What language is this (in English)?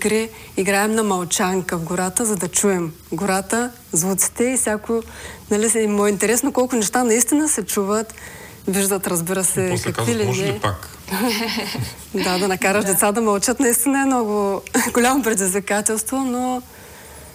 Bulgarian